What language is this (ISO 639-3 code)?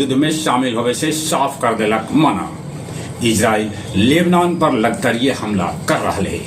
mag